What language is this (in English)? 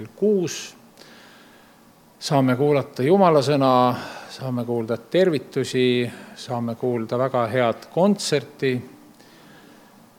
Estonian